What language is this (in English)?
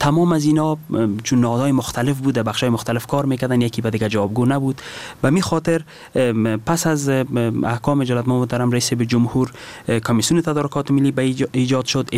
Persian